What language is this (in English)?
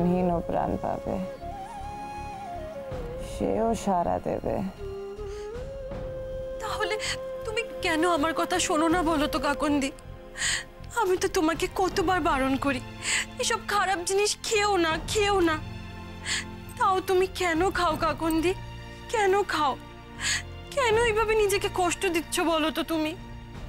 Bangla